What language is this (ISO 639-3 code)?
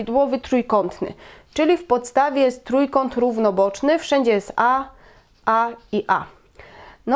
pol